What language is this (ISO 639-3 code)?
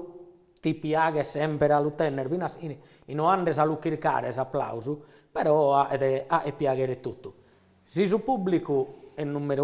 srd